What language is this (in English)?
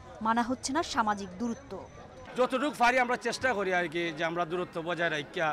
Bangla